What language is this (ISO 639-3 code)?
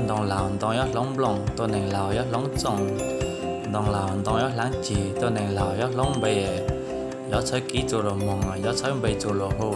hmn